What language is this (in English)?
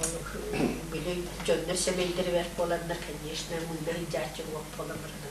Yakut